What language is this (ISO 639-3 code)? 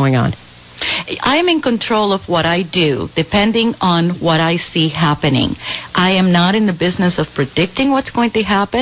eng